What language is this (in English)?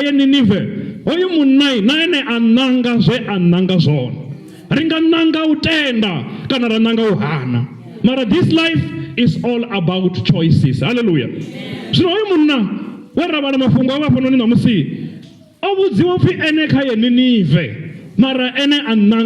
Venda